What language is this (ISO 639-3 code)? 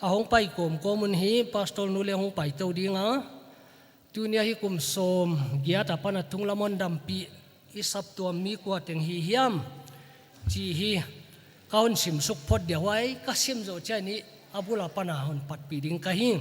pck